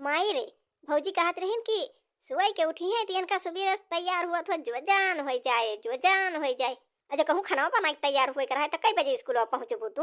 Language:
Awadhi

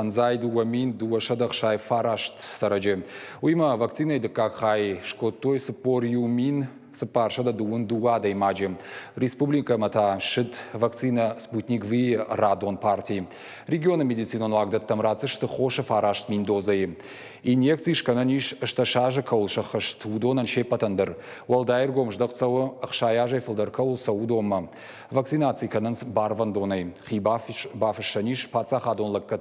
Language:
Ossetic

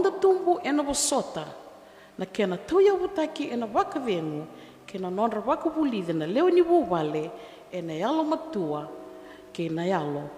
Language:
Fijian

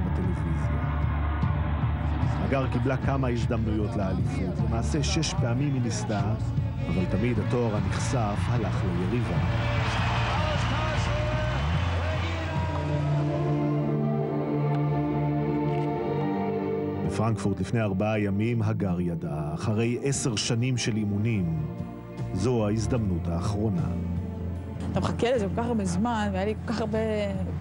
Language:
Hebrew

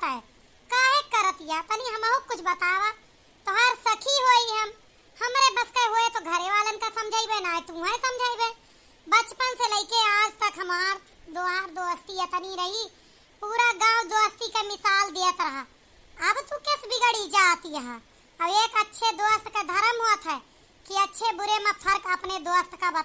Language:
Awadhi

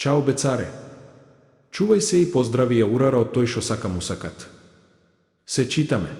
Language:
Macedonian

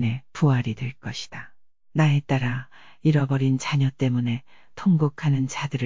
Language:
Korean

